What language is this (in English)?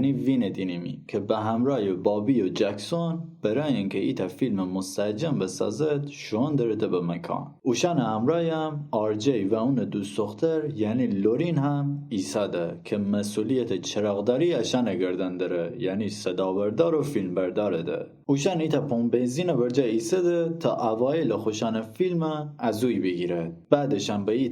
Gilaki